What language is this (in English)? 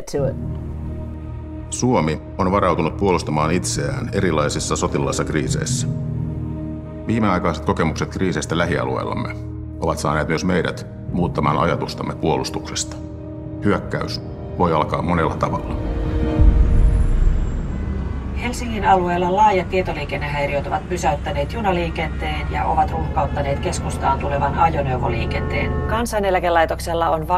Finnish